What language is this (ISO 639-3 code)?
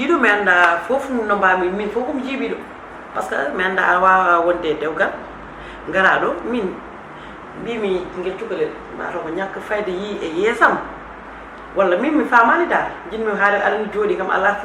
ful